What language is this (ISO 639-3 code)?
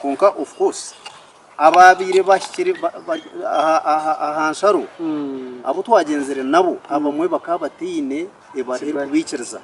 nyn